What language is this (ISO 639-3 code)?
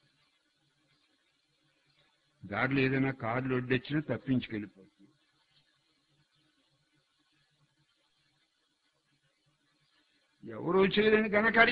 tel